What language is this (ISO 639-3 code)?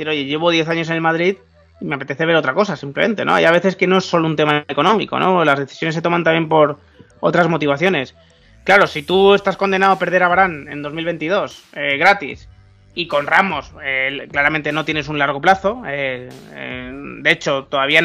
spa